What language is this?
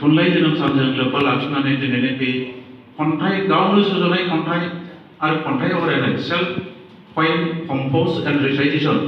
Bodo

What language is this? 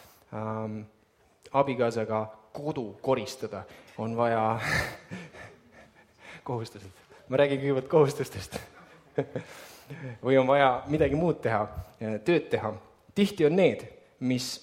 Estonian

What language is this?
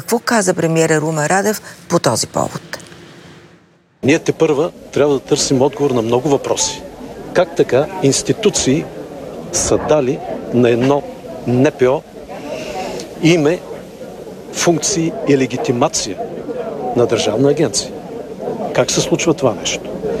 Bulgarian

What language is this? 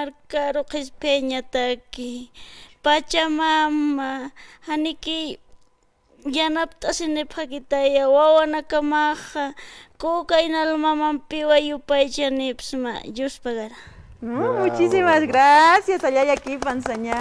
Aymara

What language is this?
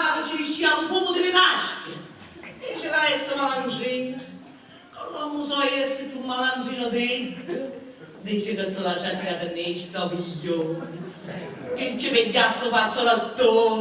Sicilian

